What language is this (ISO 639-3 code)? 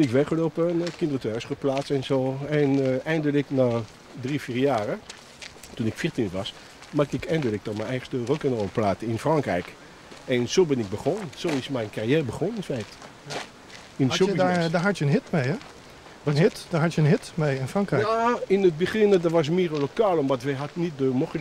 nld